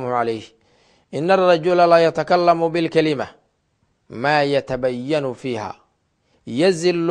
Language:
Somali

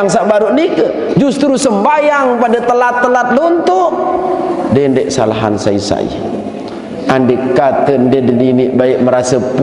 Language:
Sasak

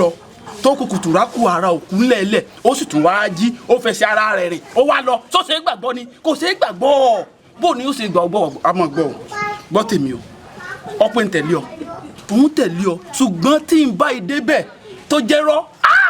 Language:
Yoruba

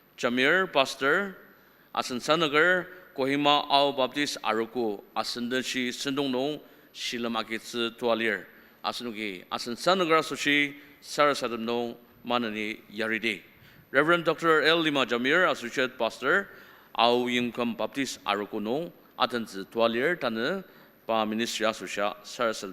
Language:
Ao Naga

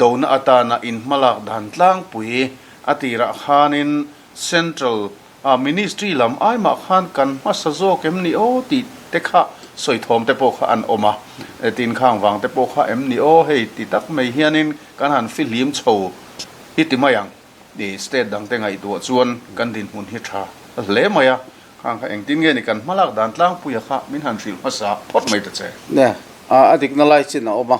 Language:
Mizo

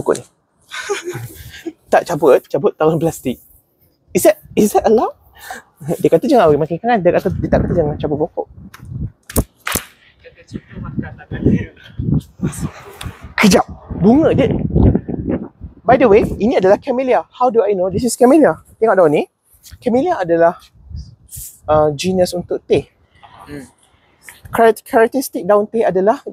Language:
Malay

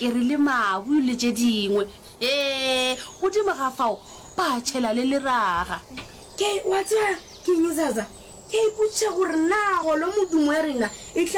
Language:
Northern Sotho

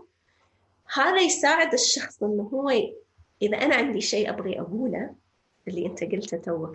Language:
North Levantine Arabic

